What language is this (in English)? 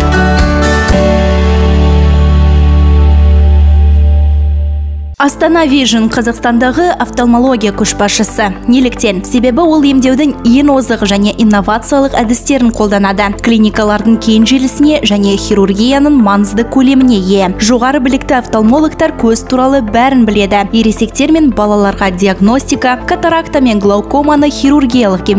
Kazakh